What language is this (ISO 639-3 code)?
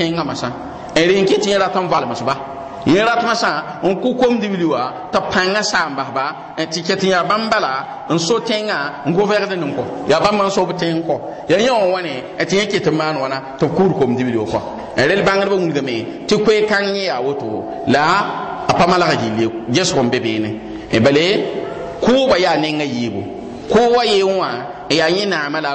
mos